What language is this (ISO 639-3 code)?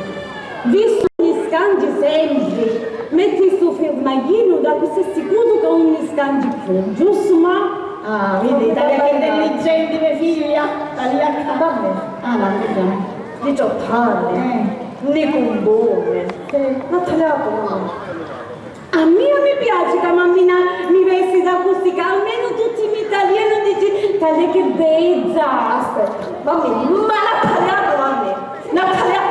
scn